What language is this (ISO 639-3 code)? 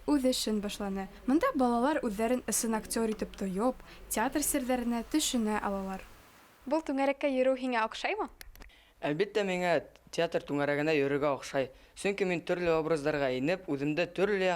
bak